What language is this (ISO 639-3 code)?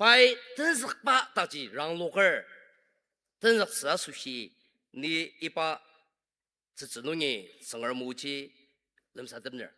njo